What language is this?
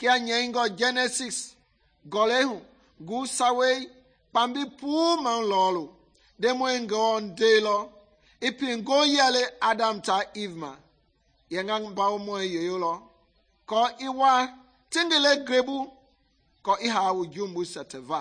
Mende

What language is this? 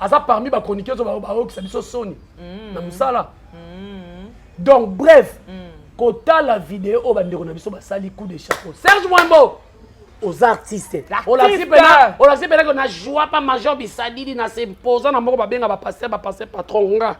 Lingala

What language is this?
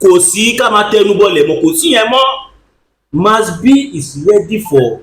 Yoruba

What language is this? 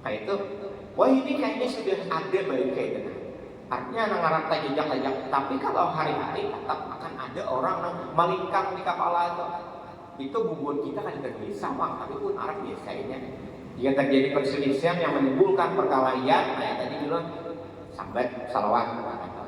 Banjar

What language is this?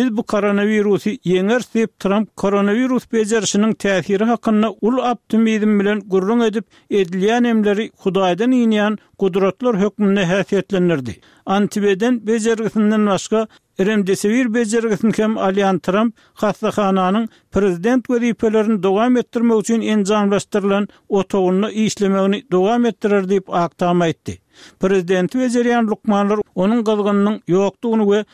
Turkmen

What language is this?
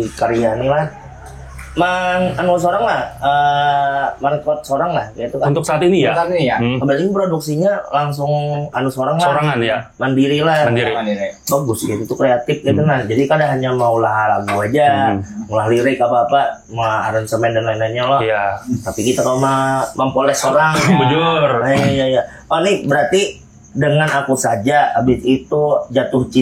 Banjar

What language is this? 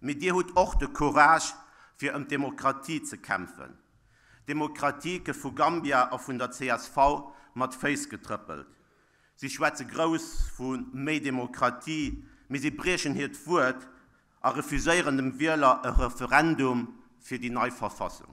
Luxembourgish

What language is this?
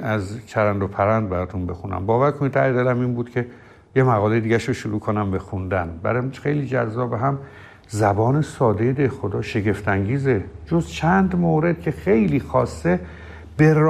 Persian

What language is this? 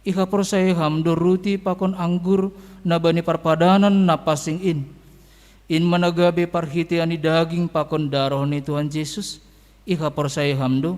Batak Simalungun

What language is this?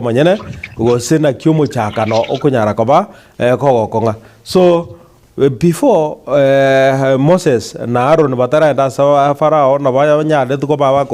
Gusii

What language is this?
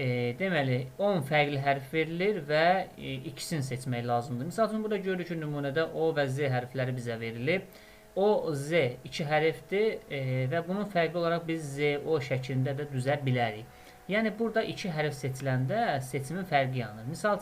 Azerbaijani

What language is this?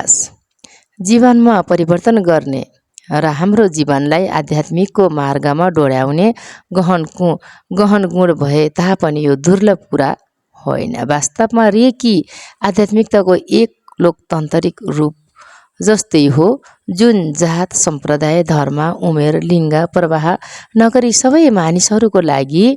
Nepali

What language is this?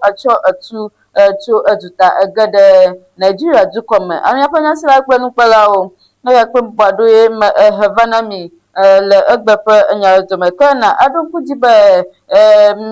Ewe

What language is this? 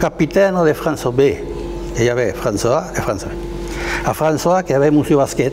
Occitan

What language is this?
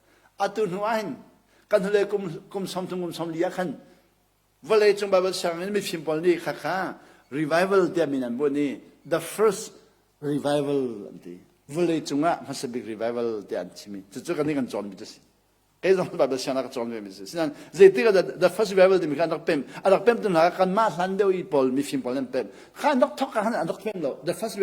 Hakha Chin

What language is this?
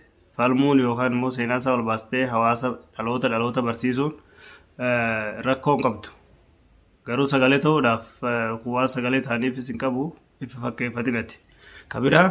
Oromo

